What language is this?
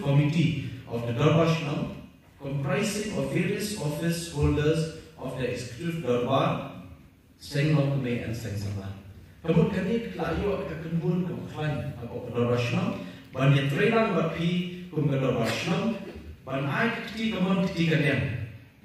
Khasi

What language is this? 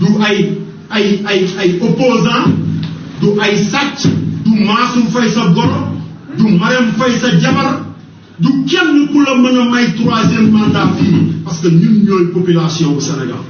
Wolof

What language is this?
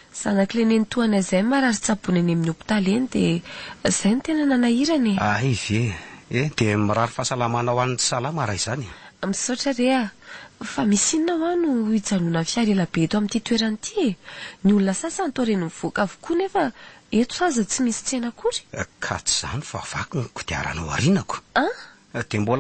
Malagasy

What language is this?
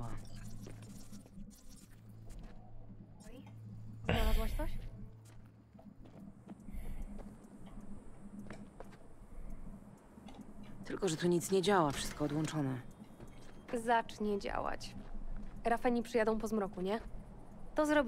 Polish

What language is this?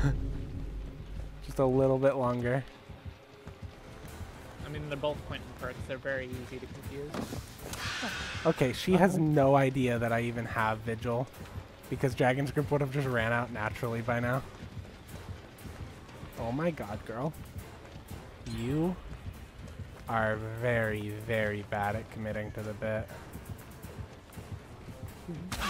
English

